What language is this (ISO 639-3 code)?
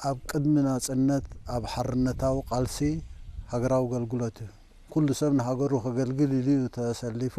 tir